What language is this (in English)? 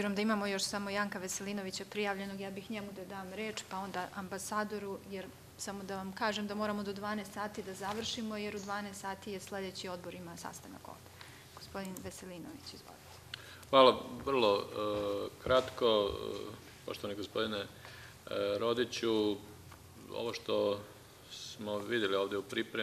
Serbian